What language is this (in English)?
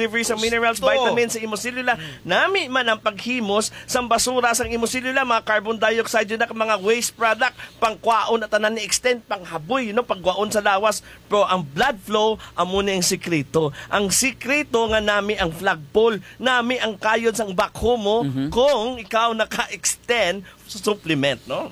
Hiligaynon